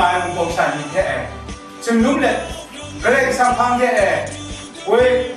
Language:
Kachin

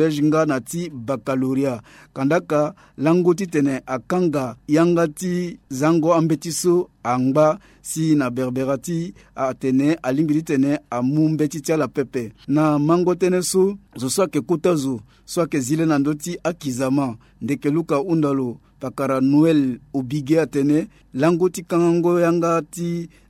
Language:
Sango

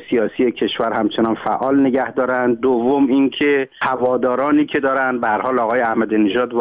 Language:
Persian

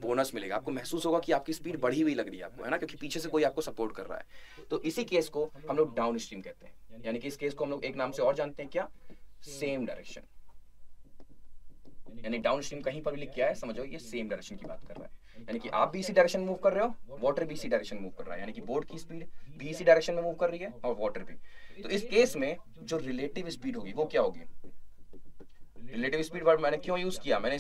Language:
Hindi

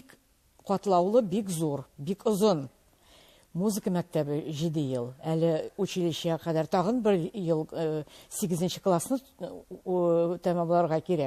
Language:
Tatar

